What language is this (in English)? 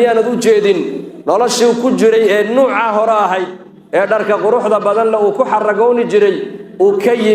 Somali